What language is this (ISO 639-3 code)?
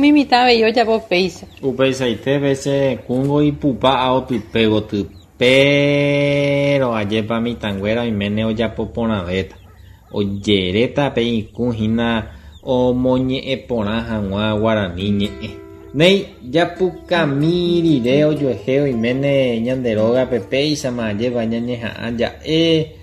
grn